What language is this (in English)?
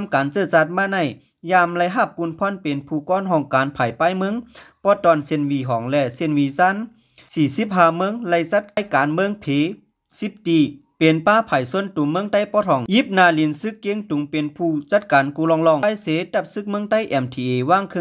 Lao